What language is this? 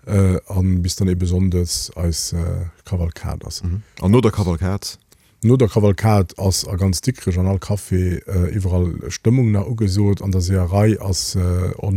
Luxembourgish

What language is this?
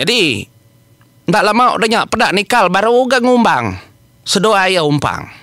Iban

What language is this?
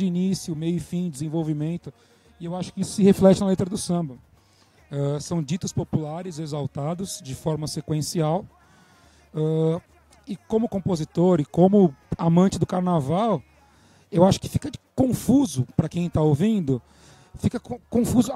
Portuguese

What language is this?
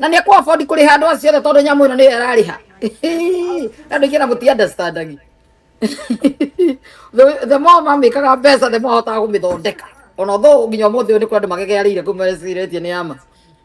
Kikuyu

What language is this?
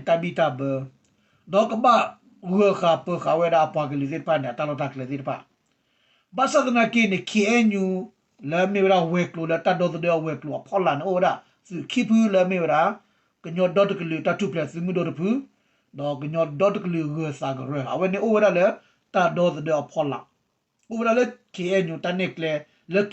S'gaw Karen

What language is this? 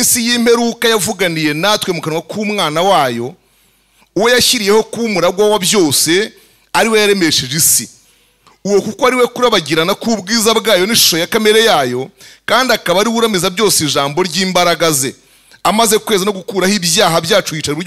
Kinyarwanda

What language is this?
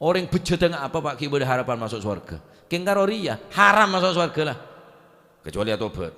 Madurese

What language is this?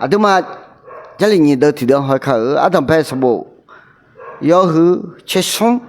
Akha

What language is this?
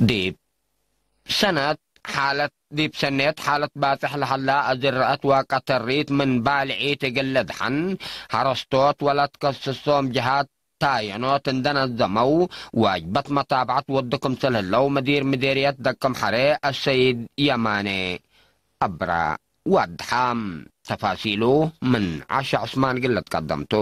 Tigre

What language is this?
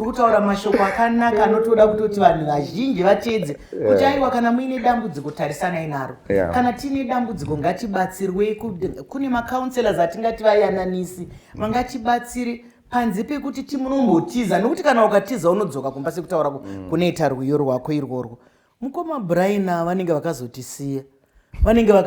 Shona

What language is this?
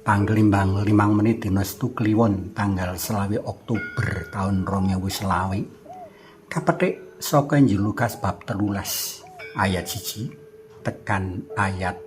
Javanese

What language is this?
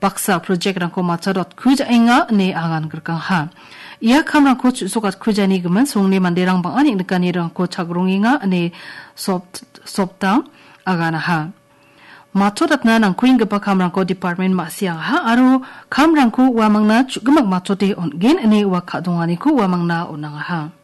Garo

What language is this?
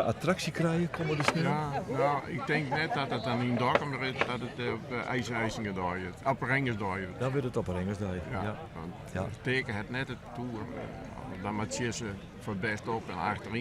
Western Frisian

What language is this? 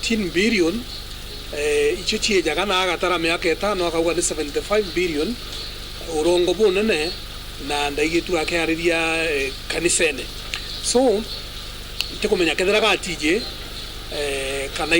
Meru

